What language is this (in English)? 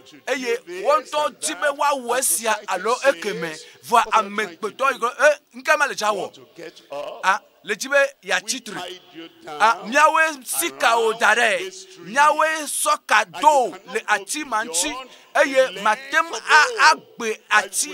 Ewe